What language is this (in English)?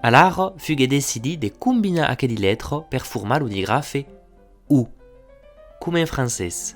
Occitan